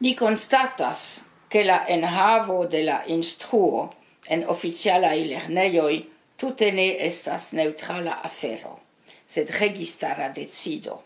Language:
Esperanto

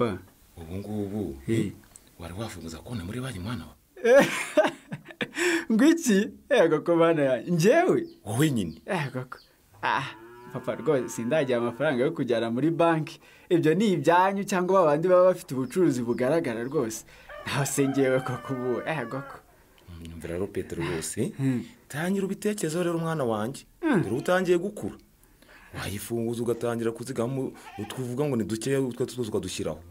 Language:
Kinyarwanda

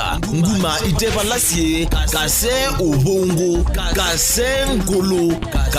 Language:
Kamba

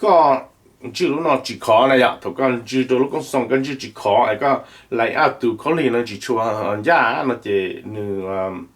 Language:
Hmong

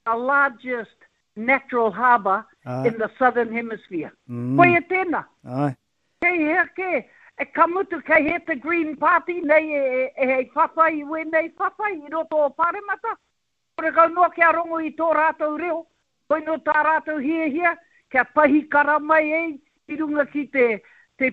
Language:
Māori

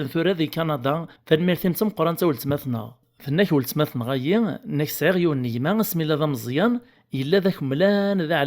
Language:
Kabyle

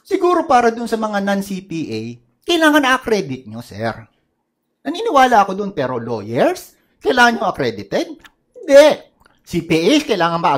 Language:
Filipino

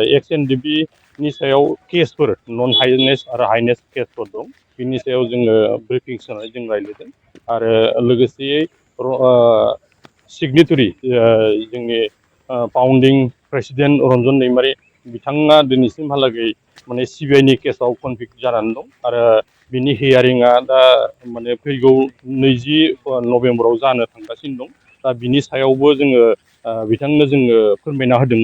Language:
Bodo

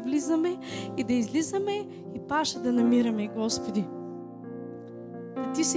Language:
Bulgarian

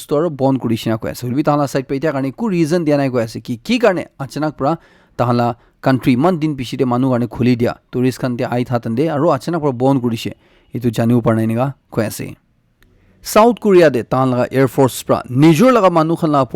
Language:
Naga Pidgin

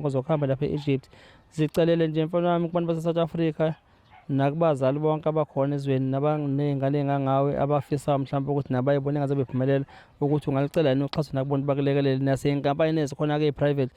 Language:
Zulu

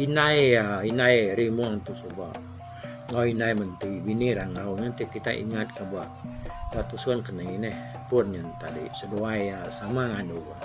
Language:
Iban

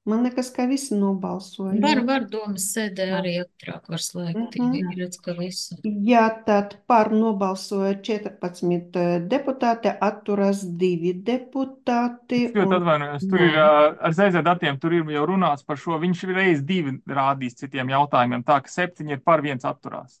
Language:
Latvian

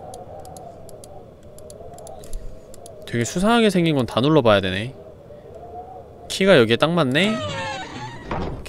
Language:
Korean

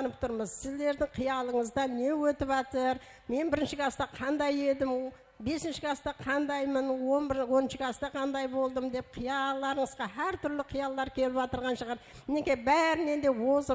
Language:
Kara-Kalpak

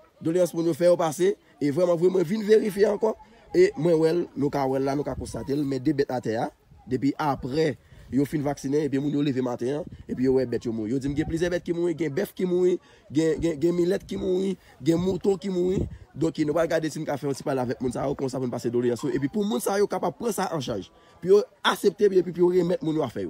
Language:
Haitian Creole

